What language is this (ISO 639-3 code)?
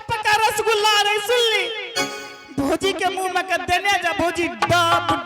anp